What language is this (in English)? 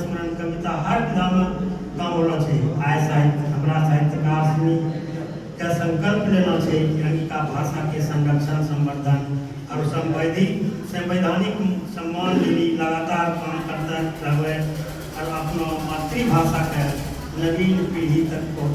Angika